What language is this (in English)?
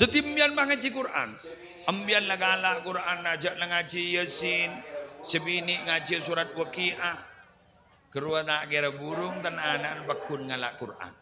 Madurese